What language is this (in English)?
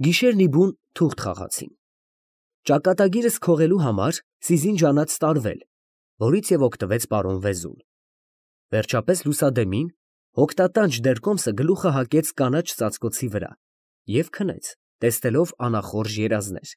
Armenian